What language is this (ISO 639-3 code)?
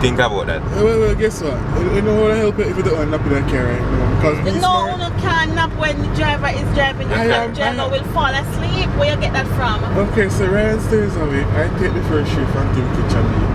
jam